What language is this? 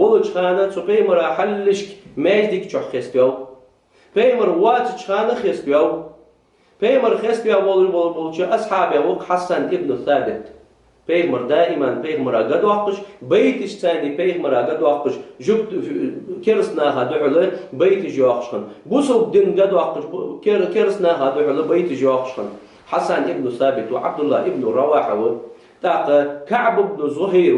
Ingush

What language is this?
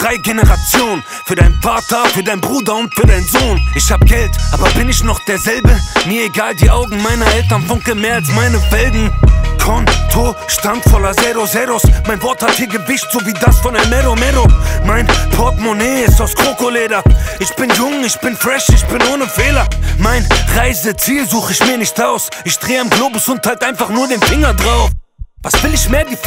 German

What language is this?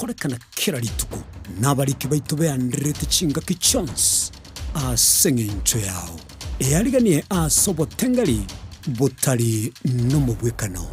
Gusii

